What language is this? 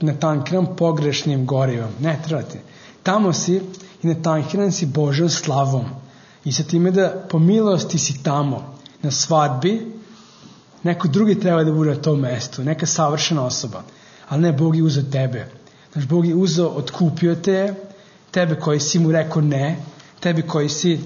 Serbian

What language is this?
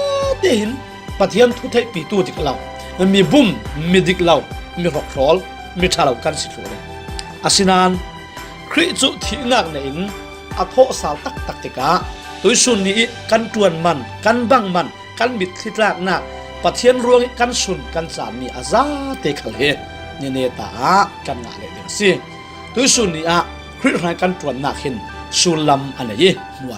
Falam Chin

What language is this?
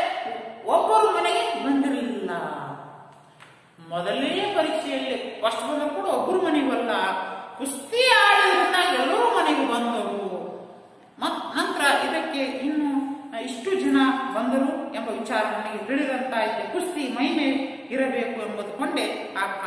Kannada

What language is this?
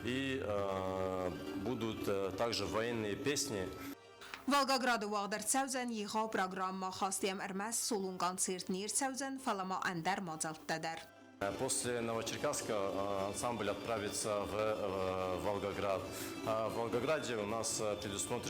Ossetic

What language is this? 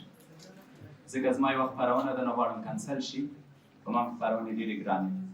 Pashto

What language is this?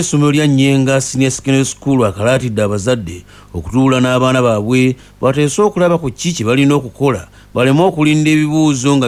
Ganda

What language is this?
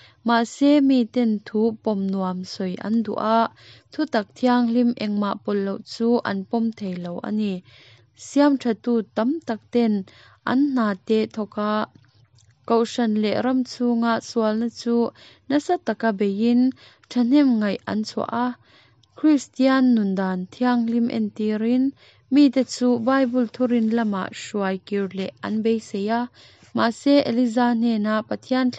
Mizo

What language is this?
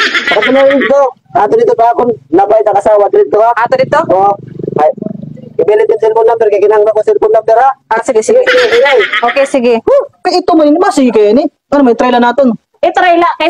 Waray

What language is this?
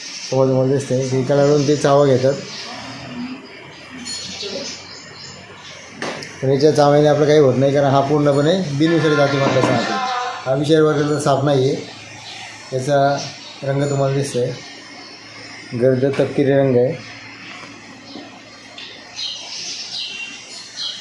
Marathi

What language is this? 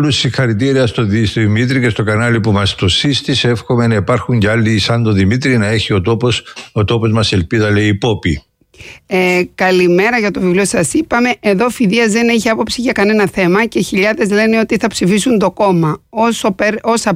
Greek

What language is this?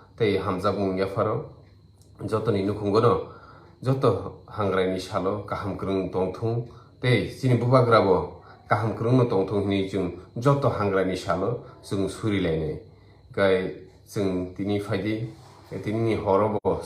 Kok Borok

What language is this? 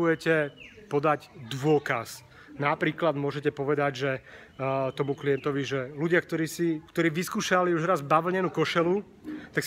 Slovak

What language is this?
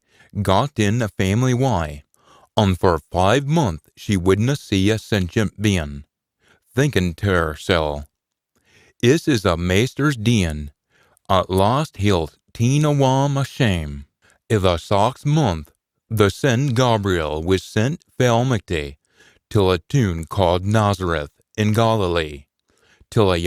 Scots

